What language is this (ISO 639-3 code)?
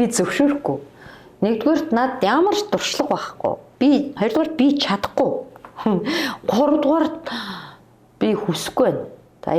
mon